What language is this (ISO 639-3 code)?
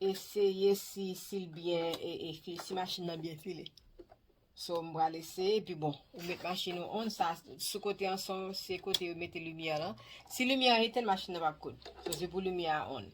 hat